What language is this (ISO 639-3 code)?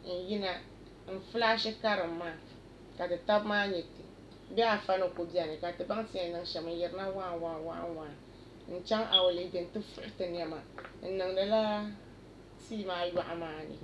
dag